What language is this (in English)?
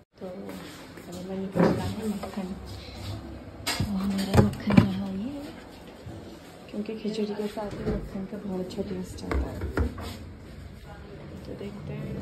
Hindi